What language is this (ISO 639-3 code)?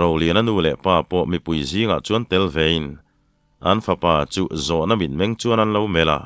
lus